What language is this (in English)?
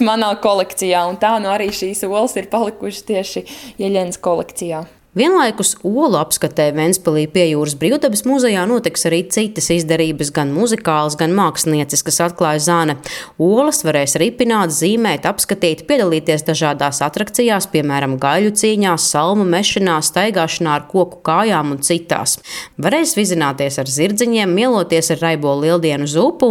Latvian